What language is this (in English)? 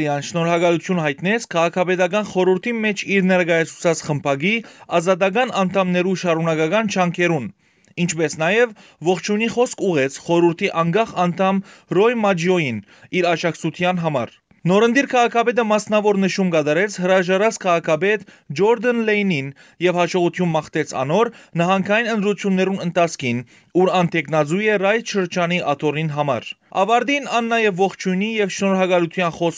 Western Armenian